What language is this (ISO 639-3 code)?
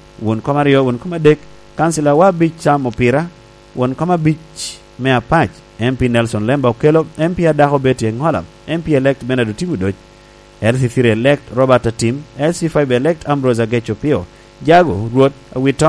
laj